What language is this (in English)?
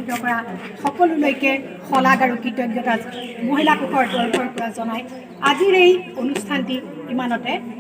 Assamese